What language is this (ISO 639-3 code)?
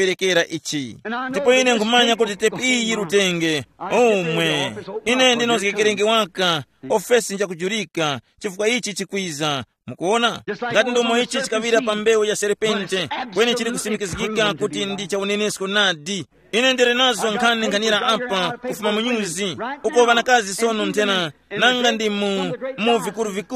tum